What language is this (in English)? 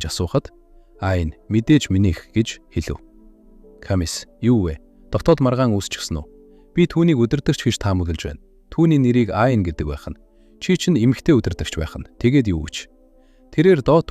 Mongolian